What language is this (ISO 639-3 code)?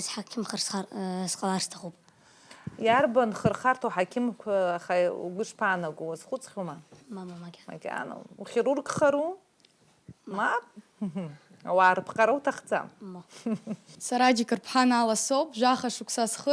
abk